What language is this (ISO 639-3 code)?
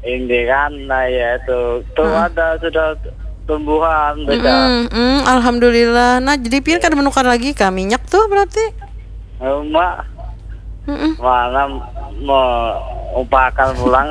bjn